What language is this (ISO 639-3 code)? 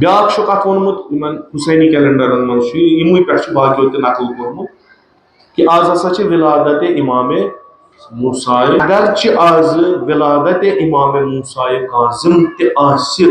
kas